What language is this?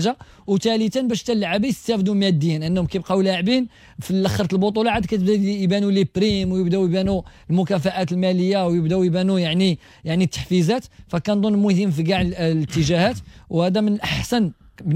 Moroccan Arabic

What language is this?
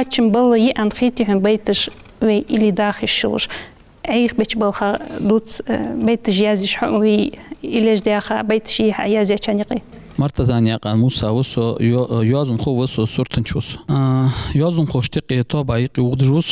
Ingush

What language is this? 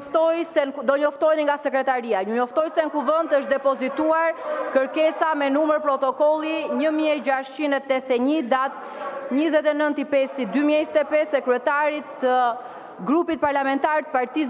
Albanian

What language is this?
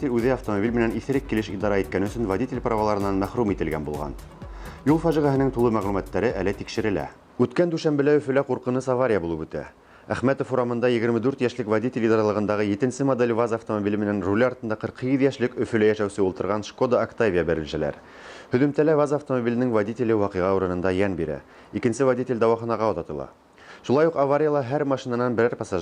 Bashkir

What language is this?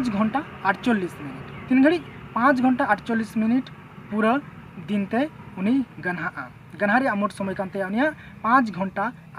Santali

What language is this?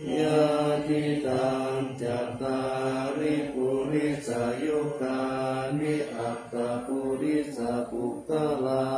Pali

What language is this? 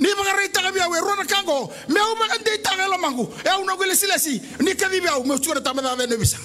Fijian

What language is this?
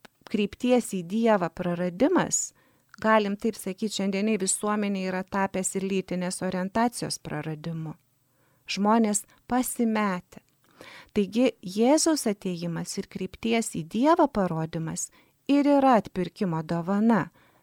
Lithuanian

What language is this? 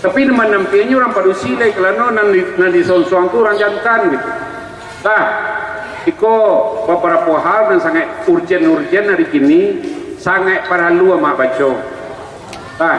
Minangkabau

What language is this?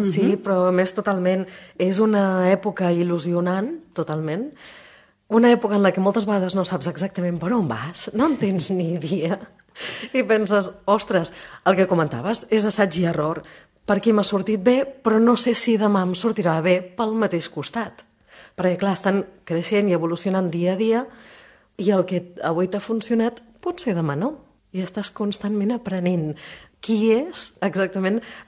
Catalan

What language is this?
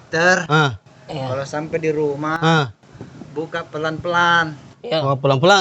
Makassar Malay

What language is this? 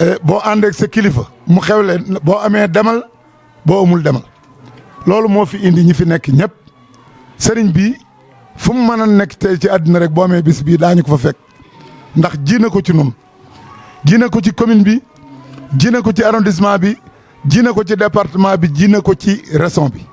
Wolof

